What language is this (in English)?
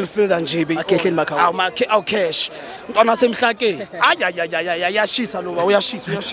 Zulu